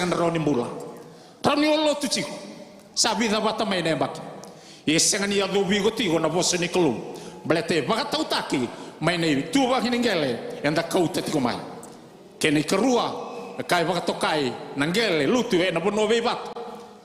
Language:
Fijian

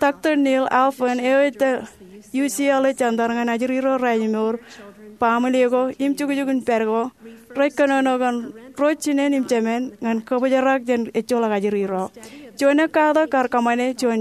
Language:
Marshallese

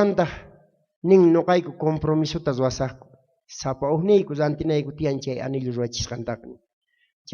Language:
South Bolivian Quechua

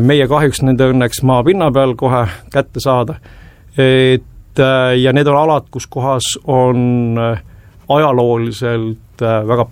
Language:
Estonian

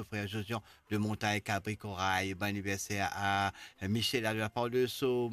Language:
Morisyen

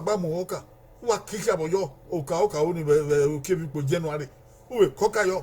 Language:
Bini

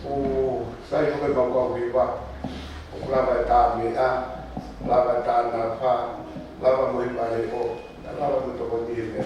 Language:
Tongan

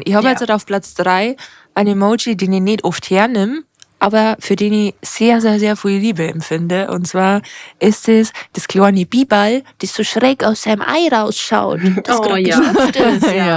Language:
Bavarian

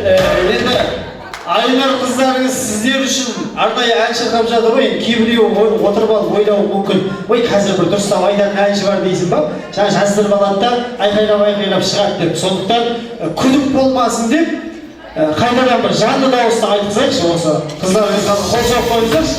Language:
Kazakh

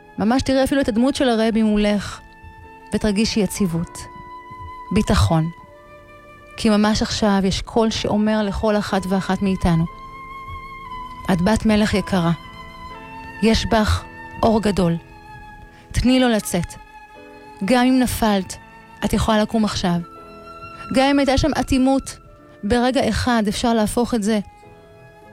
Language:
Hebrew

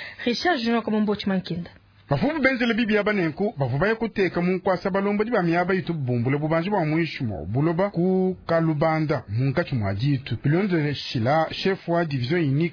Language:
Luba-Lulua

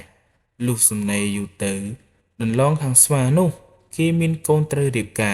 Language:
Khmer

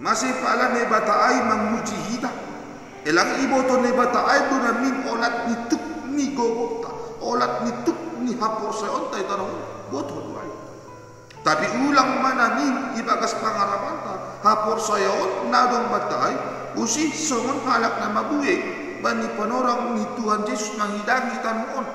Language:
Batak Simalungun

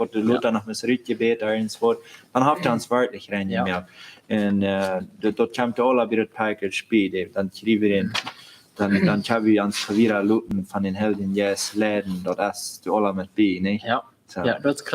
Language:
Plautdietsch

